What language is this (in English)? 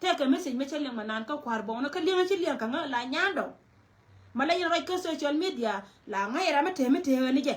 Nuer